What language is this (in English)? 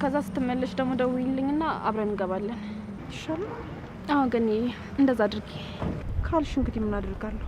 Amharic